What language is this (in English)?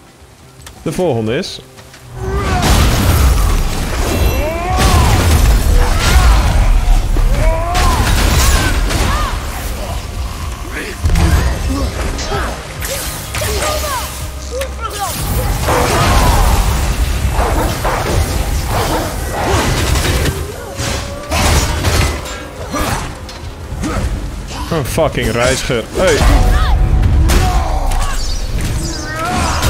Dutch